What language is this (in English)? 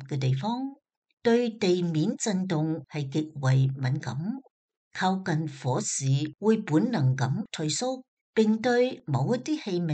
Cantonese